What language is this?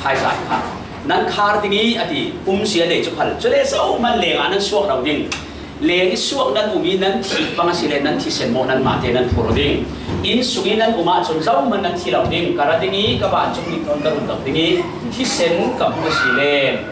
Falam Chin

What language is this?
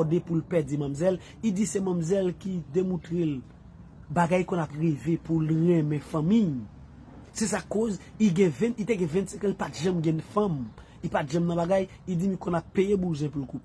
Haitian Creole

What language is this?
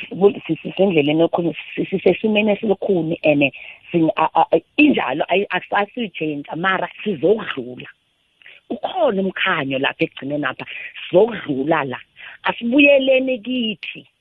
South Ndebele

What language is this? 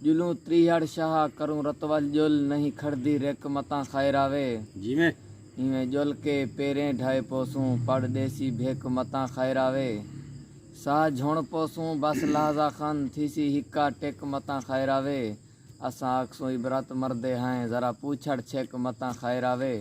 Saraiki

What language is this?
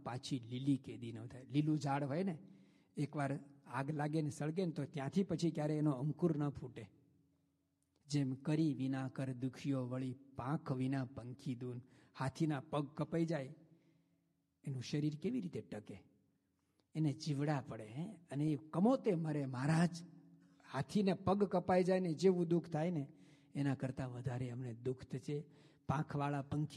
Gujarati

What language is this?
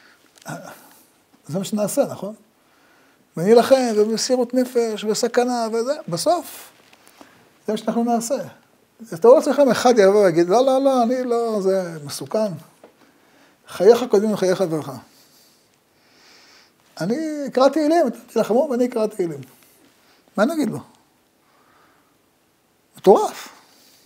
Hebrew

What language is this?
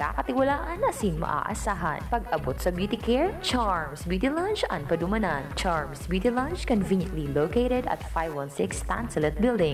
Bikol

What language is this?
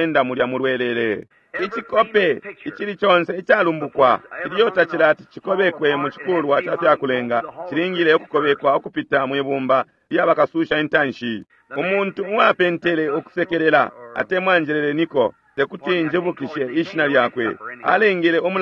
Bemba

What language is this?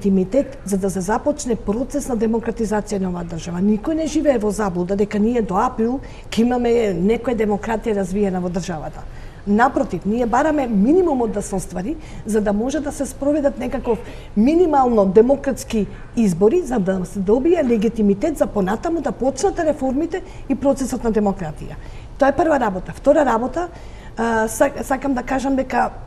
Macedonian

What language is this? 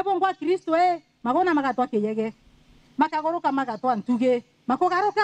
Meru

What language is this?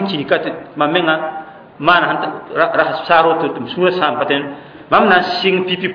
Mossi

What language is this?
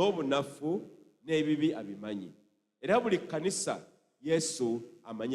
Ganda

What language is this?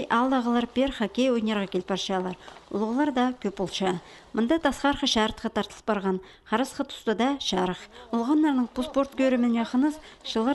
Khakas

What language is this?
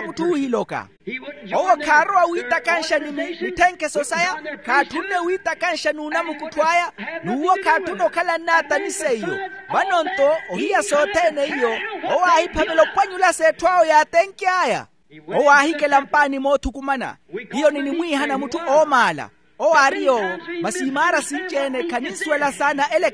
Makhuwa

